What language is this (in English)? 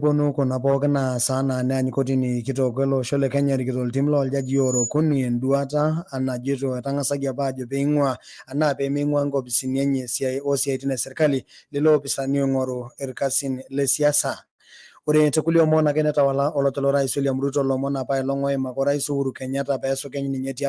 Masai